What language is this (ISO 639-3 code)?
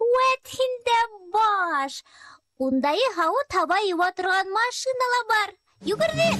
bak